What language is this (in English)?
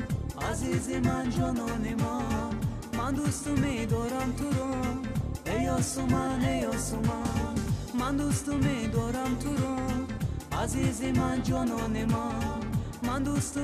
Persian